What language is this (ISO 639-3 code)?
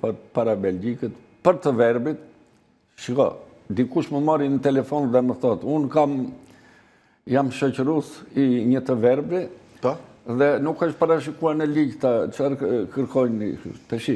sqi